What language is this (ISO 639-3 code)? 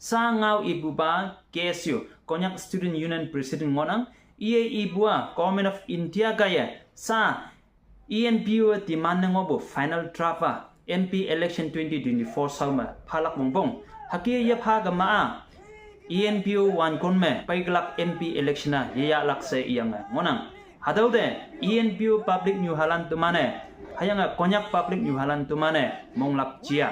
nbe